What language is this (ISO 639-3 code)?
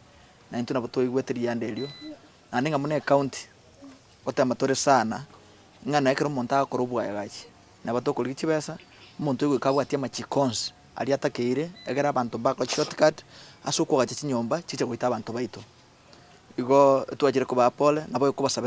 guz